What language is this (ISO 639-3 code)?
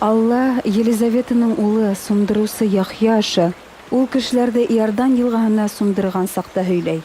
bak